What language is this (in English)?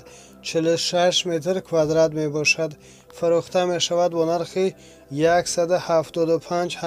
Tajik